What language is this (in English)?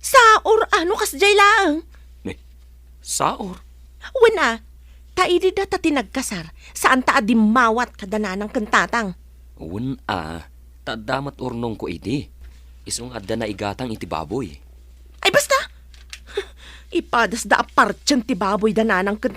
Iloko